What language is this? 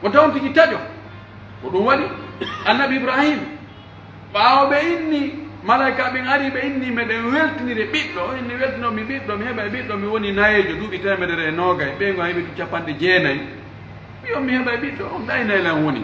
Pular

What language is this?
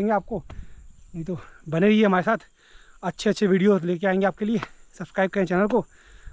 Hindi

